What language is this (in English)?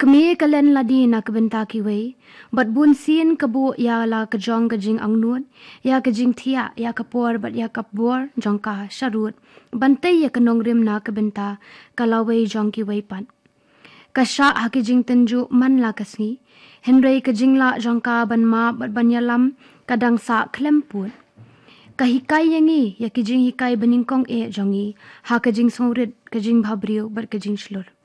Khasi